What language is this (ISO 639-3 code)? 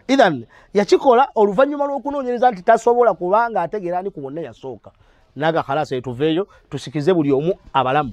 lug